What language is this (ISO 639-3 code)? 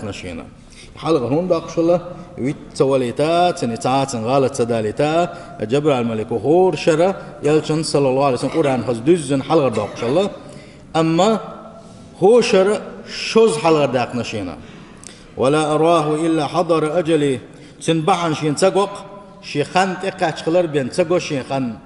che